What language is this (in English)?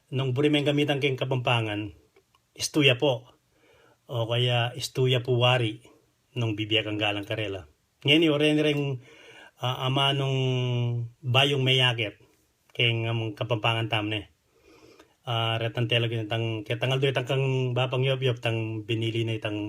Pampanga